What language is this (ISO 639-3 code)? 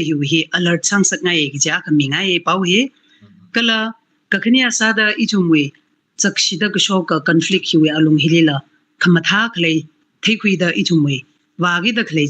nmf